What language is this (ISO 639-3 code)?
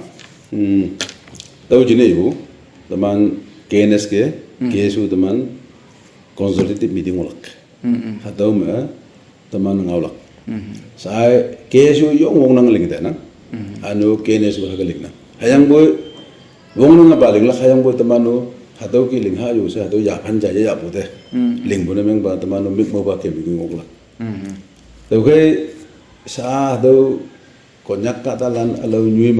nag